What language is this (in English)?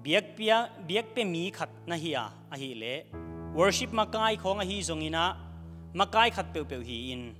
Tedim Chin